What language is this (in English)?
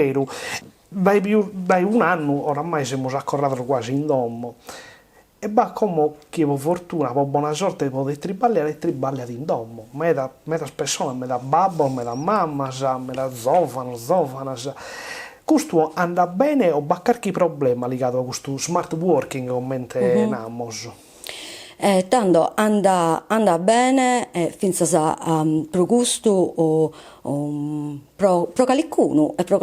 Sardinian